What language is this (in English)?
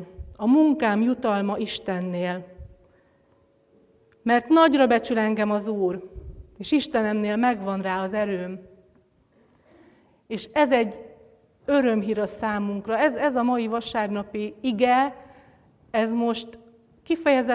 Hungarian